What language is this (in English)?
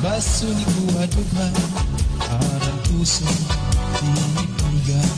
Waray